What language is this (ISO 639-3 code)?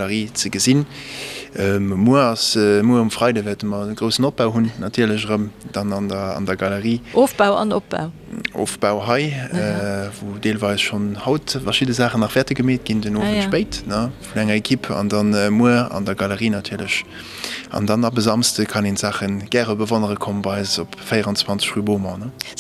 ltz